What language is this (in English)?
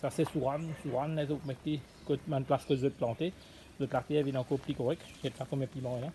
Morisyen